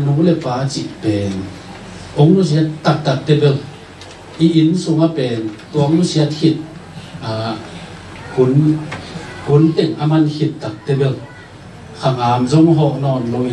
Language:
Tedim Chin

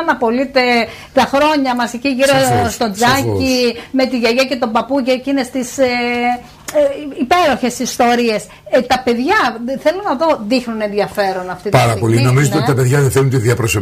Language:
Greek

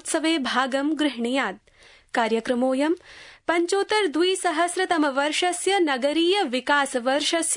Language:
Sanskrit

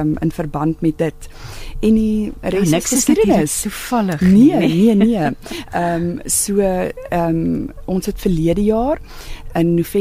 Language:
Afrikaans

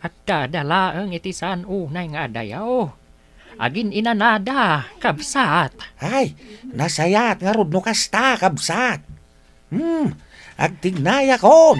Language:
Iloko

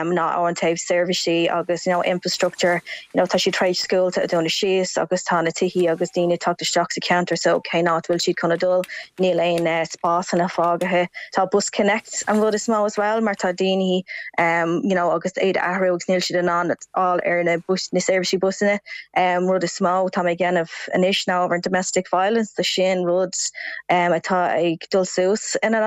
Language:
Irish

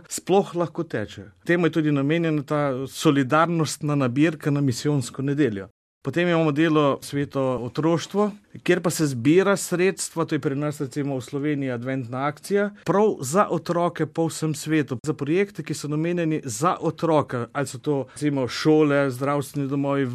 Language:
Slovenian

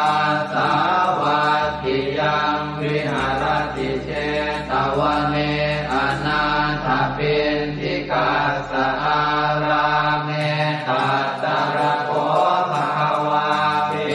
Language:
Pali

